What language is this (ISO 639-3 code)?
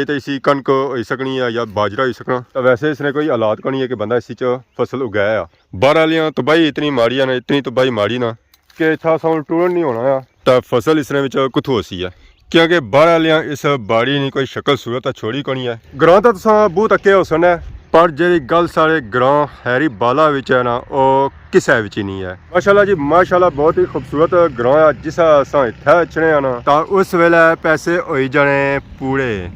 phr